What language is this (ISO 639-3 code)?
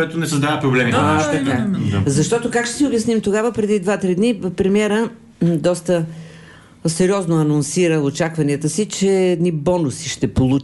bul